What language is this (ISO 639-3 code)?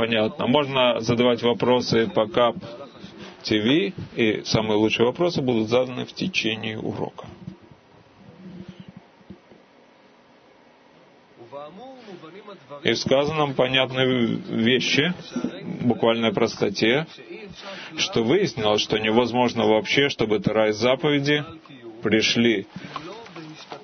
rus